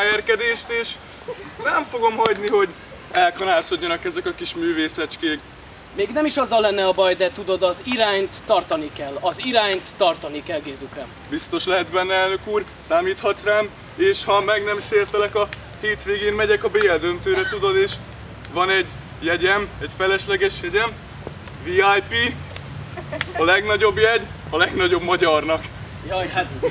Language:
Hungarian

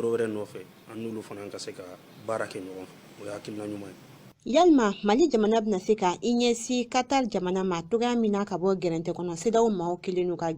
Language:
Bambara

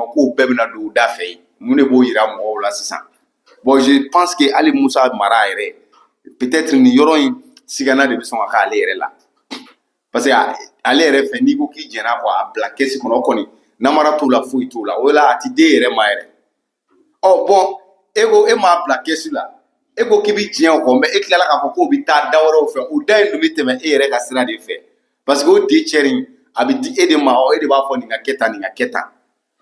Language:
Bambara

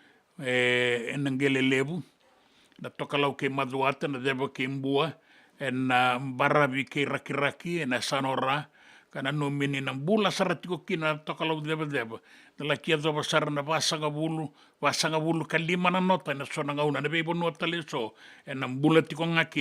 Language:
Fijian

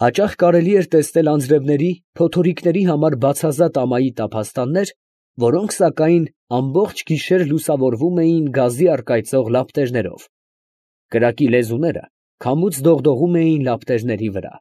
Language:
Armenian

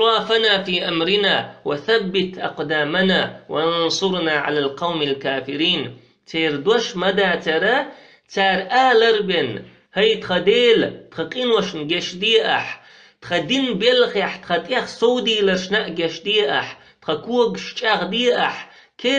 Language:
Chechen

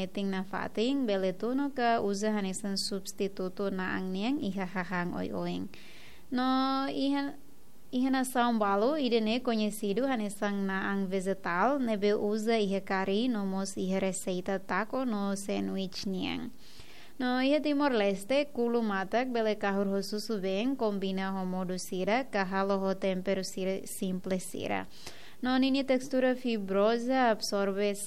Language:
Tetum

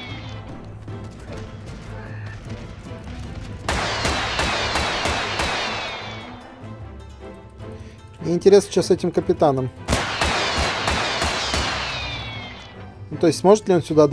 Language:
Russian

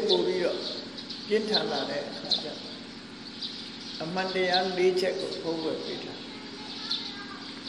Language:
Burmese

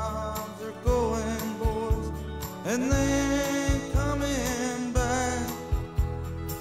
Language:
Finnish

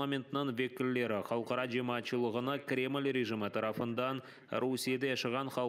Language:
Crimean Tatar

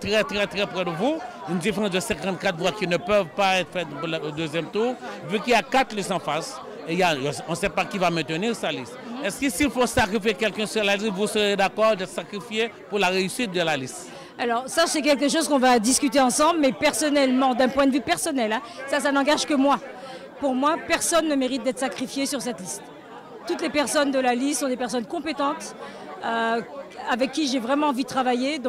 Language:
French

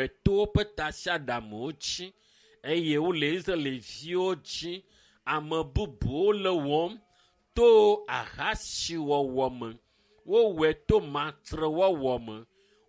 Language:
Ewe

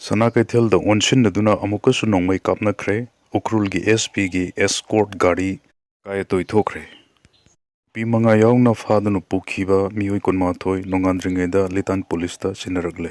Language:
Manipuri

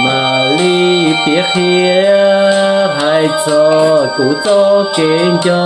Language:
Hmong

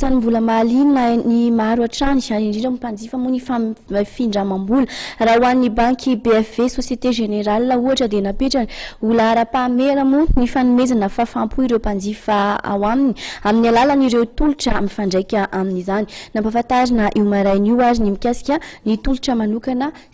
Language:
Malagasy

